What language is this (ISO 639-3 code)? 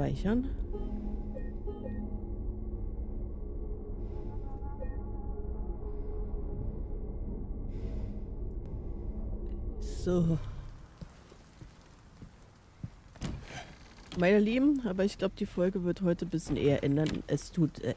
deu